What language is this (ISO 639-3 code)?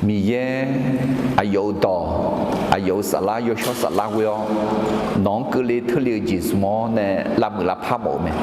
ahk